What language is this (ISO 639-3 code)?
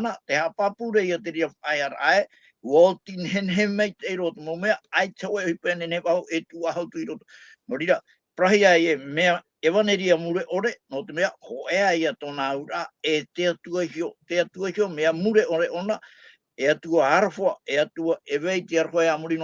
tah